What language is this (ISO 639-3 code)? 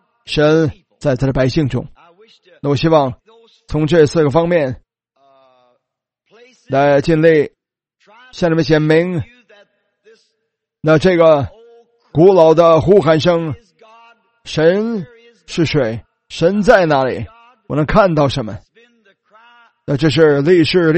zho